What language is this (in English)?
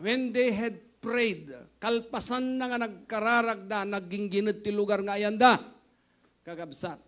Iloko